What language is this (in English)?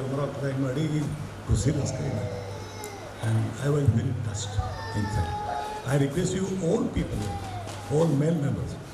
Santali